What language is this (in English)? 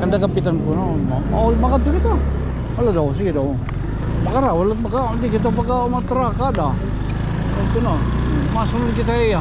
Waray